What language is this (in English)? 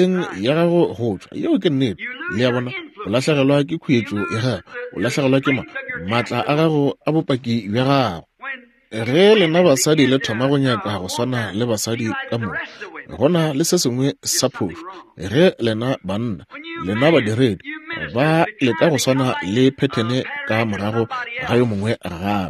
Northern Sotho